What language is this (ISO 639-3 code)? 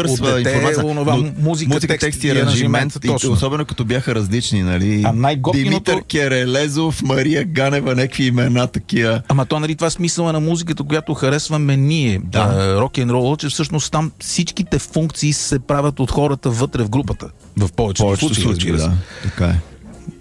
bul